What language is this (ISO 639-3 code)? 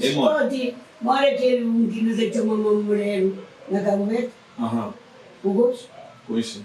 kea